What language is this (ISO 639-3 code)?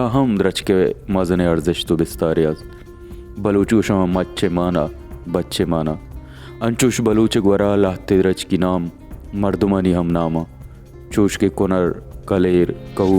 bal